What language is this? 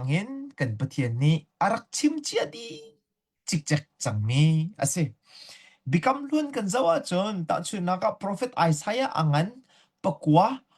Hakha Chin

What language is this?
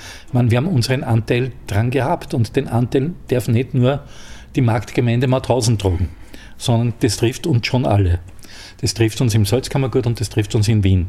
German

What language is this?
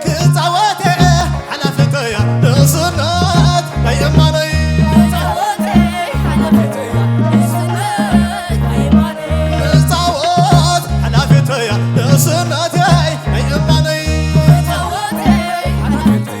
Tigrinya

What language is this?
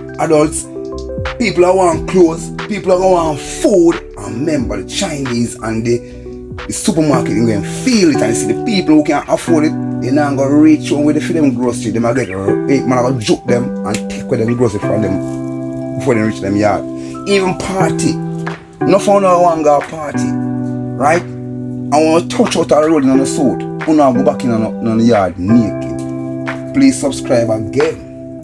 Jamaican Creole English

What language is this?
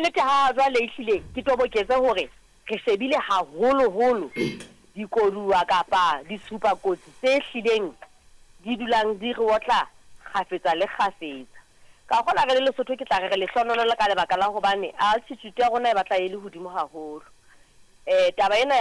Southern Sotho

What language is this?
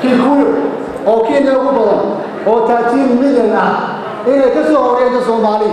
Somali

